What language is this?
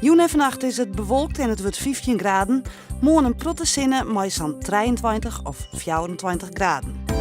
Western Frisian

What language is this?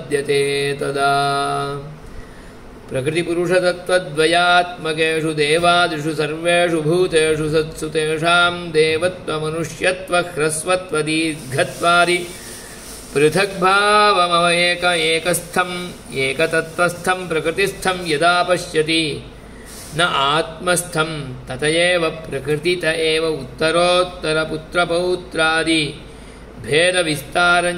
Sanskrit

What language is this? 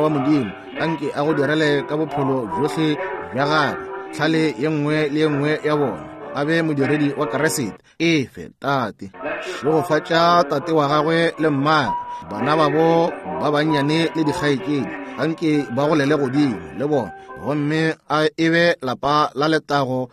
Northern Sotho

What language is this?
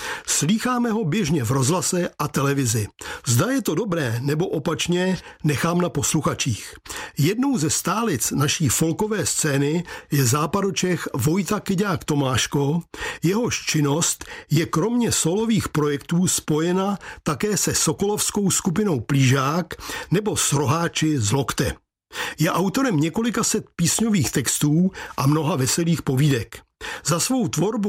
Czech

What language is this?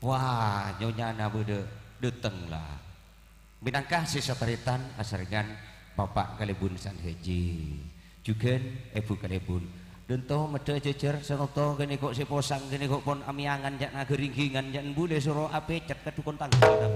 Madurese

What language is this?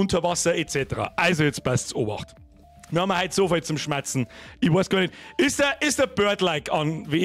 Bavarian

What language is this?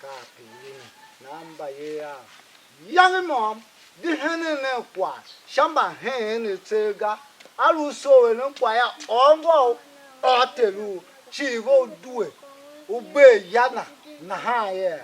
Tiv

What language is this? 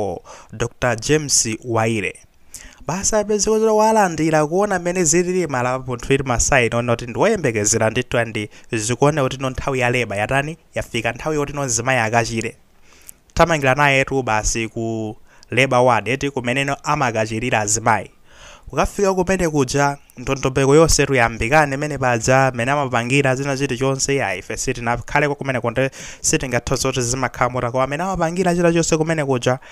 Nyanja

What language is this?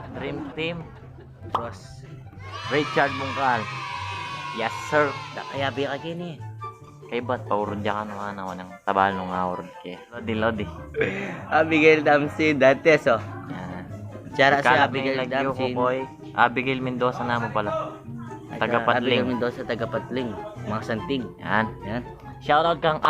Pampanga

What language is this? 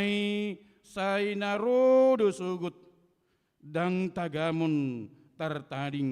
Batak Toba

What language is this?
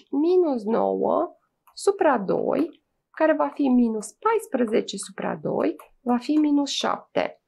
Romanian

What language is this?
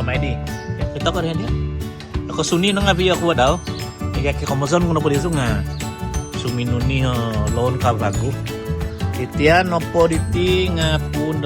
Central Dusun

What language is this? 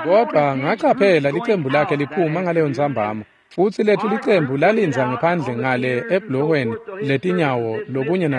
Swati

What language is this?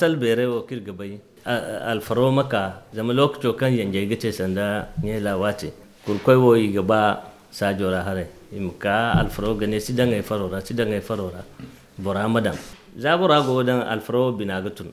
Zarma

